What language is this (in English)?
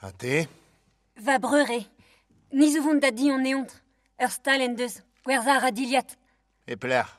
Breton